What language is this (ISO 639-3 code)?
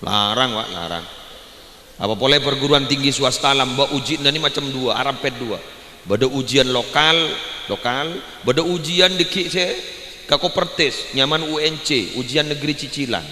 mad